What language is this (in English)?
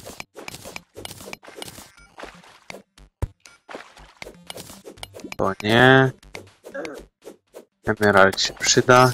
Polish